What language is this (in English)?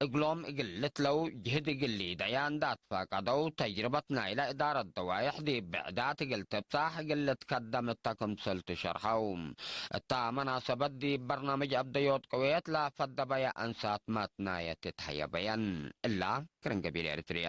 Tigre